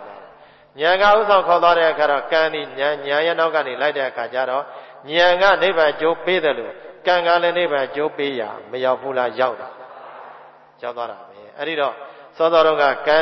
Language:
Burmese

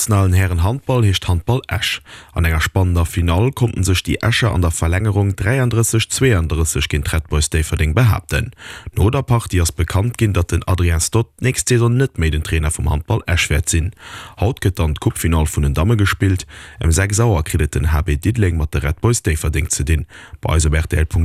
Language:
Luxembourgish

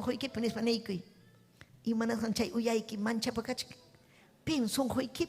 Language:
Ayacucho Quechua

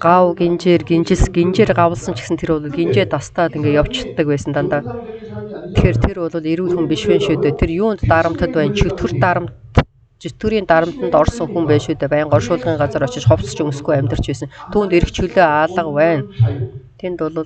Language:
Mongolian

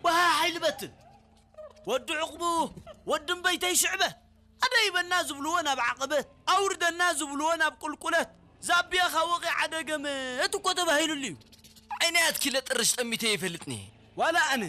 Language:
Tigrinya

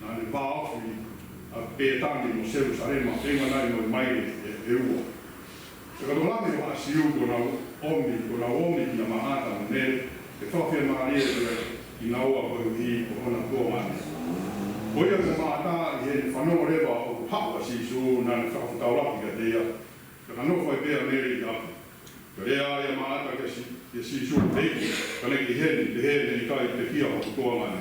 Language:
Tongan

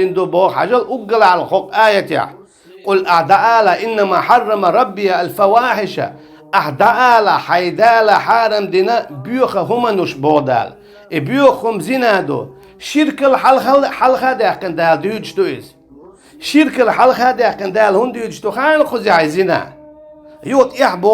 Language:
Chechen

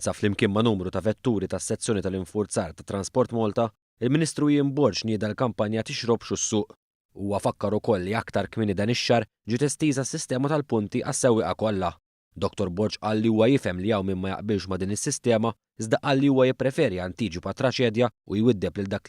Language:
Maltese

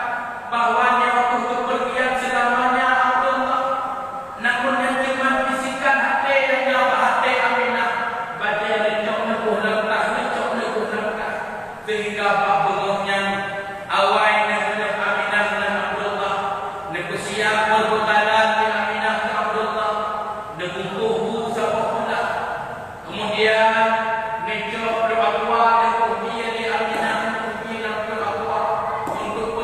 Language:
Achinese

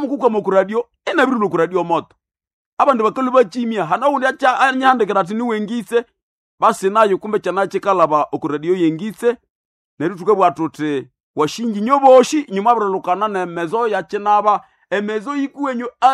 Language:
Nande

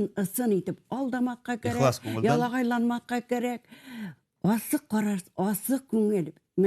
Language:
Bashkir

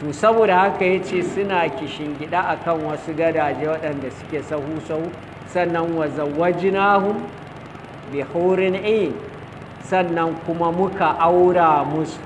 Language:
Hausa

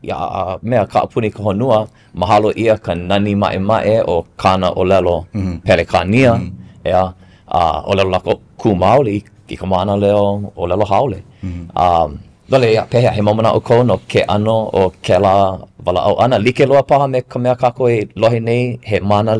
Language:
Hawaiian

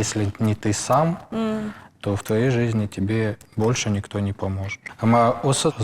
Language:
Ossetic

